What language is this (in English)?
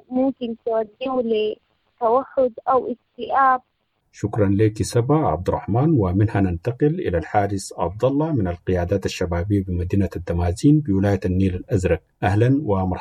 Sudanese Arabic